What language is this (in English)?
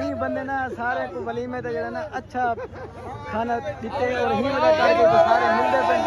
Saraiki